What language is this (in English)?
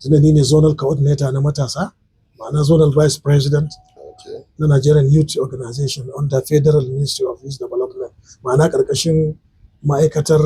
Hausa